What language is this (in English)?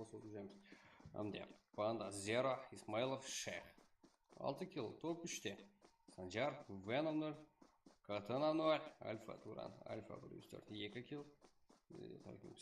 Kara-Kalpak